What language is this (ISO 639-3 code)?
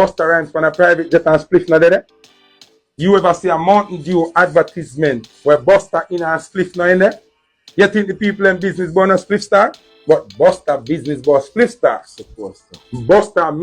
jam